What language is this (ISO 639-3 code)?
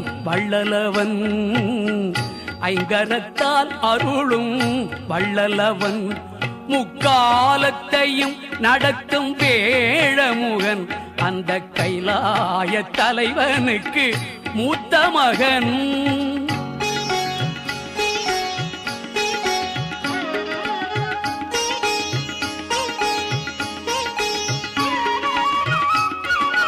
tam